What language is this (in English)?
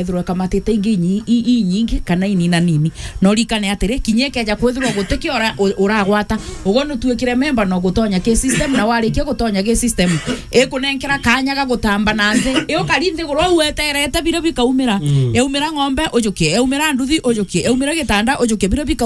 Meru